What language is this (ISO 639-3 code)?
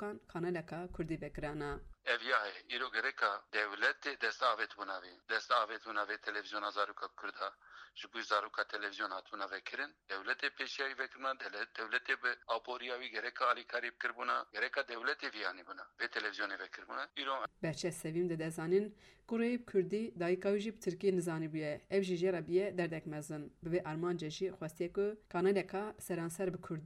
kur